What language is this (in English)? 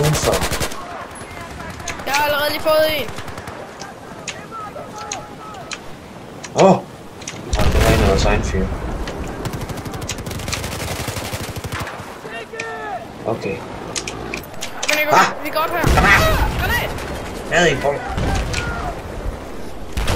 Danish